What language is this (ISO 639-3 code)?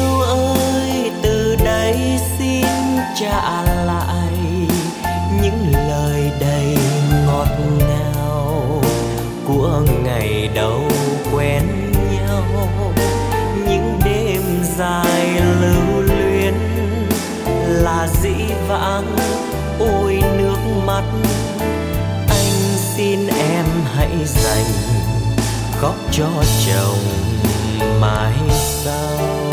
vie